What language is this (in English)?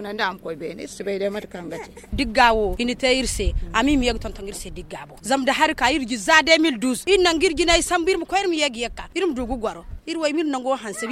Zarma